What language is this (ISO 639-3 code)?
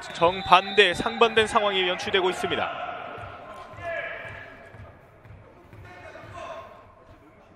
kor